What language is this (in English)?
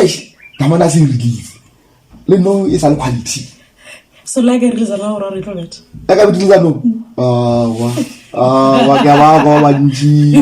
Northern Sotho